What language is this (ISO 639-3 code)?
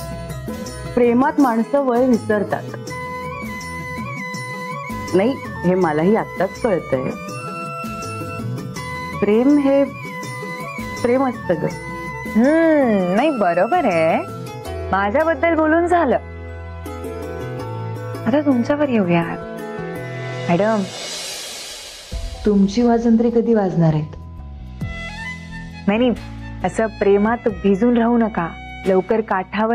mar